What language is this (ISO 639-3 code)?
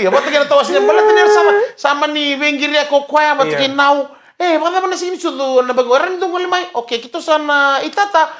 fij